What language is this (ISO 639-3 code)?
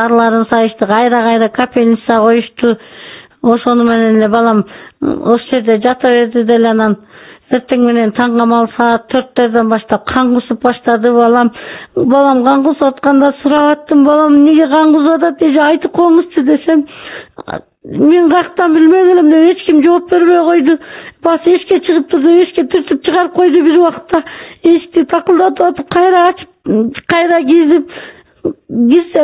kir